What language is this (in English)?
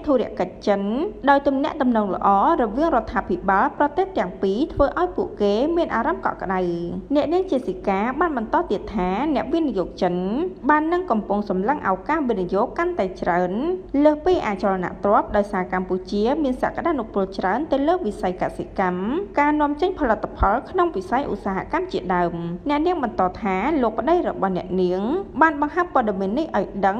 Khmer